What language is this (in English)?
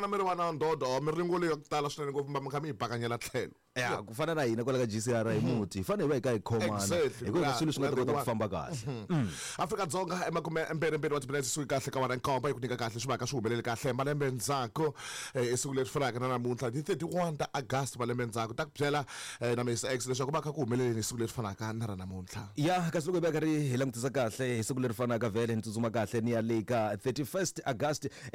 Tsonga